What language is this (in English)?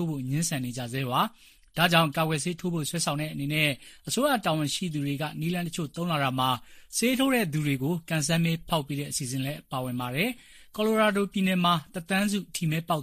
Burmese